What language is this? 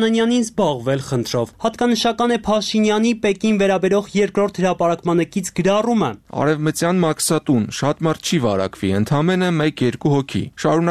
Armenian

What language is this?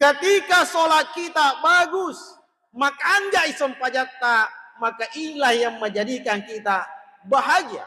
Buginese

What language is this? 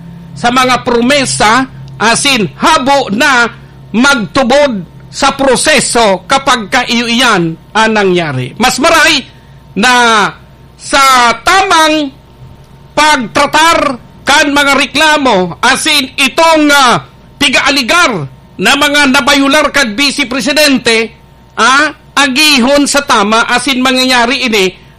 Bikol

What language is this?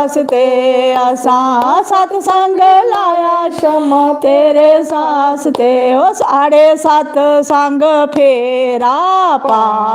Dogri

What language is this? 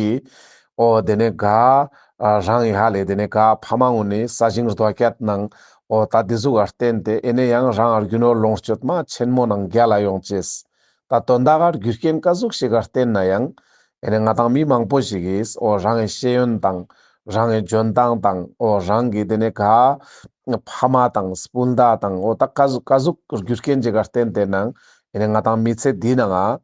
Ladakhi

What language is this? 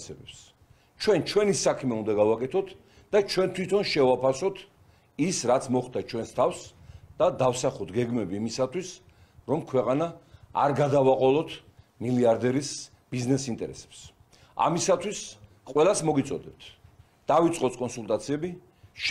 Georgian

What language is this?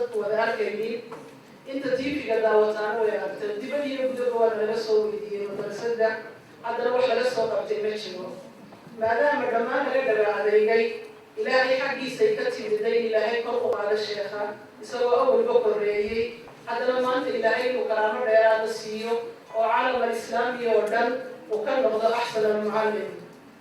Somali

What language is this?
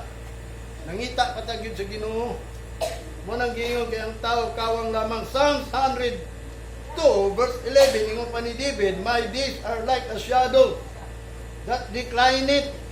Cebuano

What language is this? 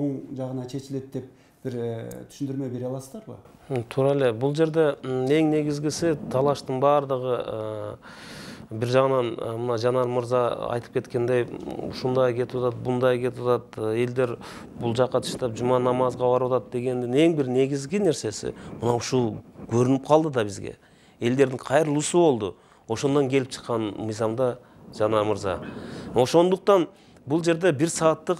Kyrgyz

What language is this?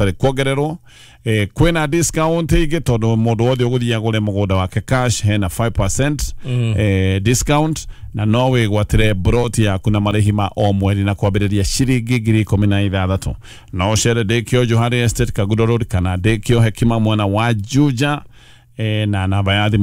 Kikuyu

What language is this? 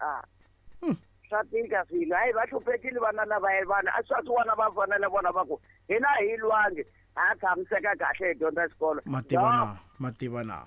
Tsonga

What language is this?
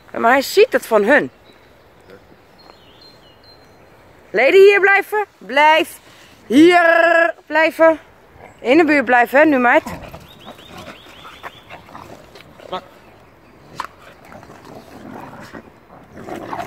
Dutch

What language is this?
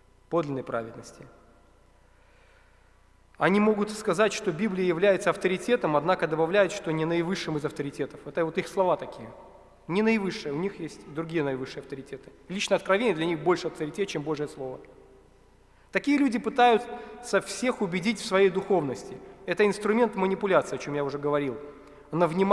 Russian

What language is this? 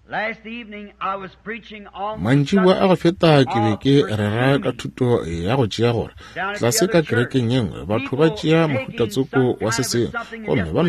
Northern Sotho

